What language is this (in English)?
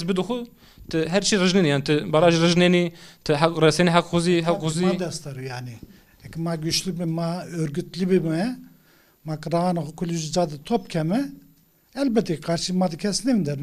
Zaza